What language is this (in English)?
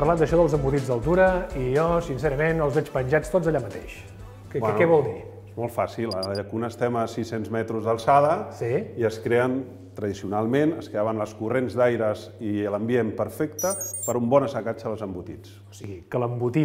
Catalan